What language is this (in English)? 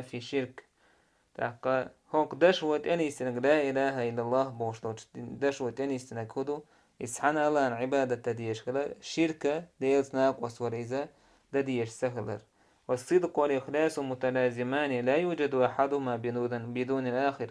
Chechen